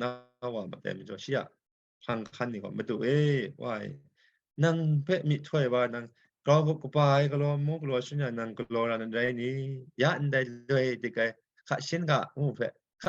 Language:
Kachin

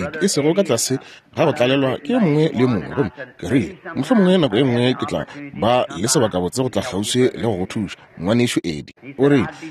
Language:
Northern Sotho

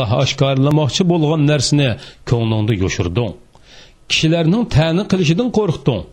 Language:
Uyghur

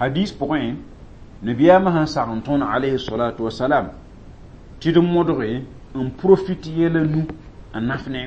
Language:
Mossi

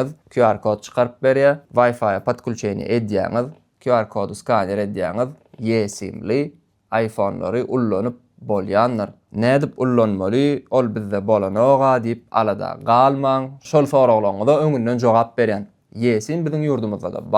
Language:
Turkmen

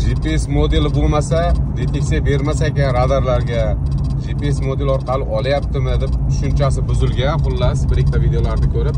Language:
Uzbek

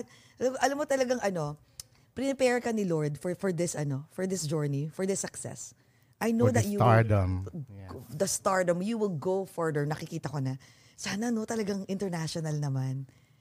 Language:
Filipino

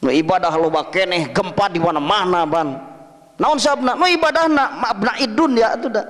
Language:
Sundanese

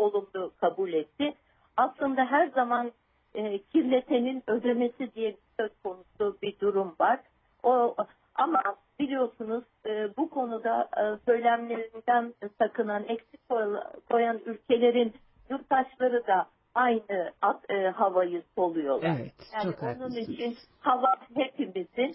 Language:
Turkish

